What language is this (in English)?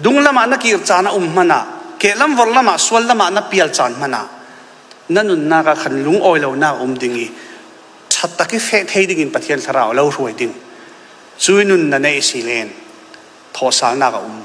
Falam Chin